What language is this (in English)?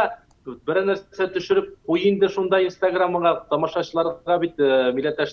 Tatar